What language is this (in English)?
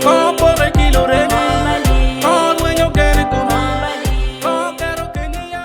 Acoli